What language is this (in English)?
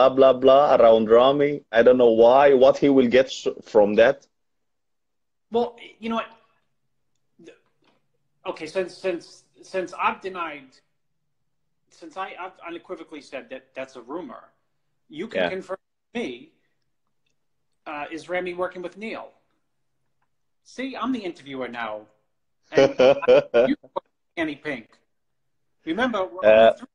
English